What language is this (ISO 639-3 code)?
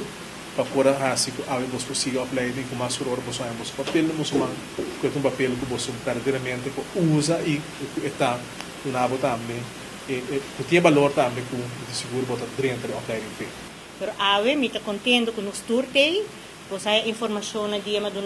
pap